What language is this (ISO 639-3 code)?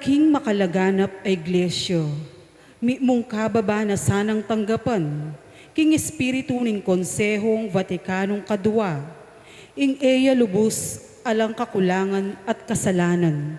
pam